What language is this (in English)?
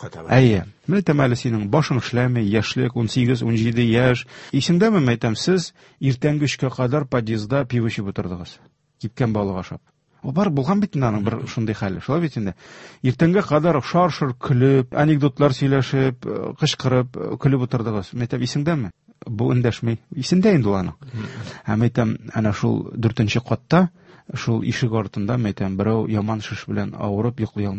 Tatar